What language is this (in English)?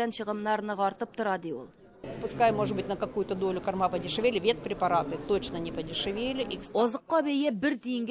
Tatar